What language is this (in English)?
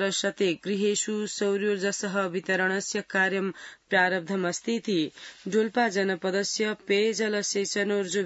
Sanskrit